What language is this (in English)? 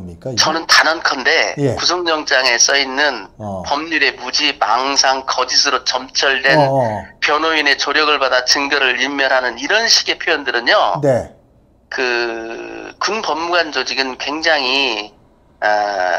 Korean